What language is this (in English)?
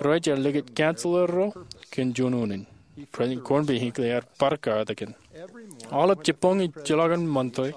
Marshallese